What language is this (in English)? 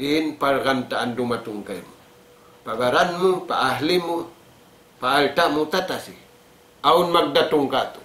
Tausug